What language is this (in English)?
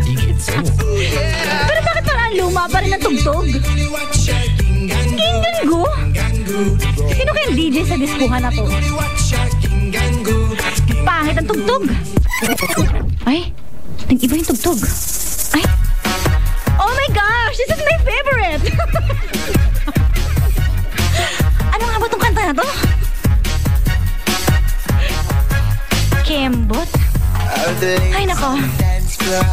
Filipino